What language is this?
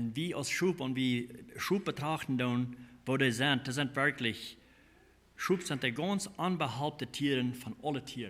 Plautdietsch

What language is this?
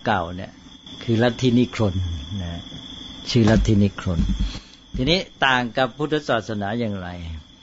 Thai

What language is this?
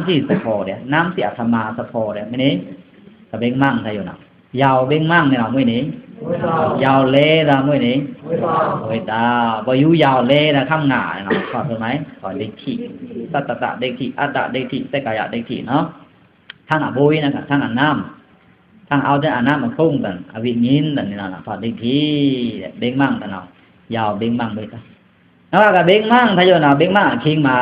Pa'o Karen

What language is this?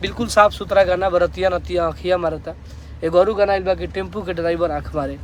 Bhojpuri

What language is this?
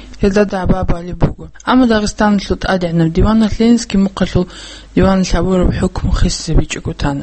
Avaric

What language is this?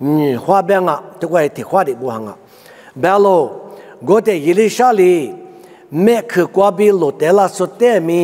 Lisu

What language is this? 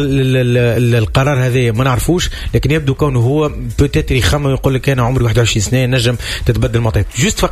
Tunisian Arabic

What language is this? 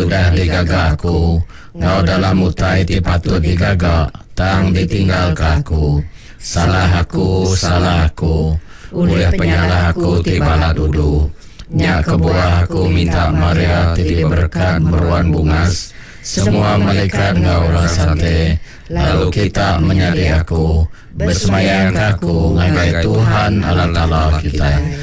Iban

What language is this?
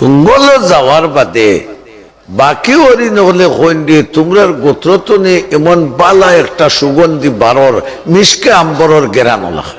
Sylheti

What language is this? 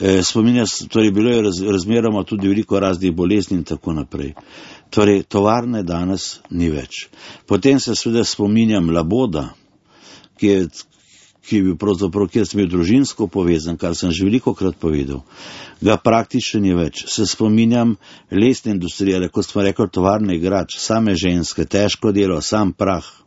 Slovenian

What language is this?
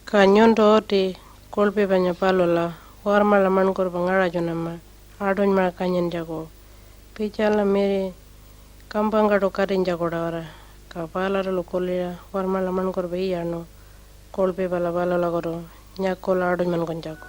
Pitjantjatjara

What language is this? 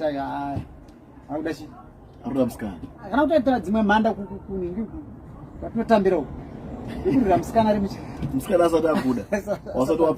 Shona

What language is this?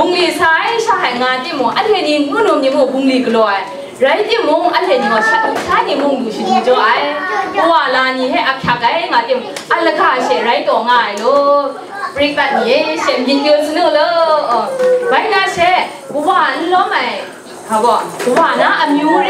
Kachin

